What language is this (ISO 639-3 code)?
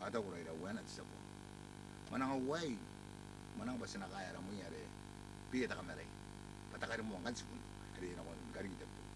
gil